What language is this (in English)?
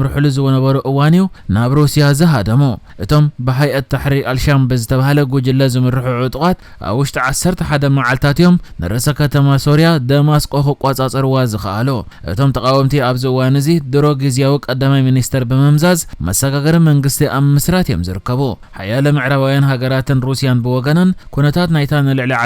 Tigrinya